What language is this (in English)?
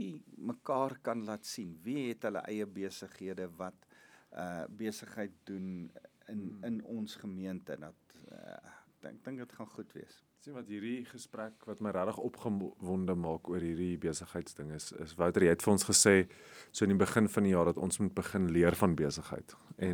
Afrikaans